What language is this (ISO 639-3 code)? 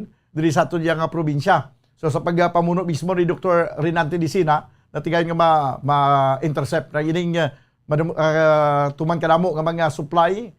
hil